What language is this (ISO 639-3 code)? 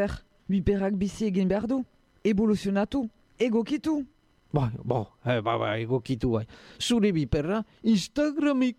eus